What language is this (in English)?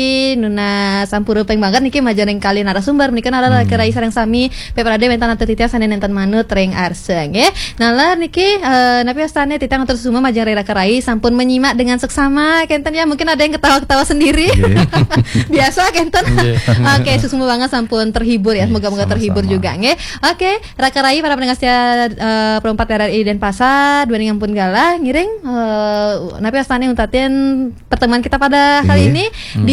Balinese